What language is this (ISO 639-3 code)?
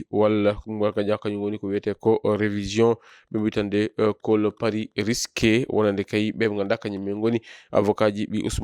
ful